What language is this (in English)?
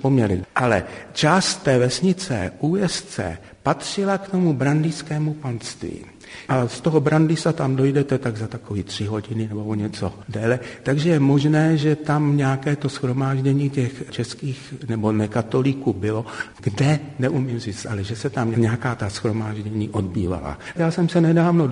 Czech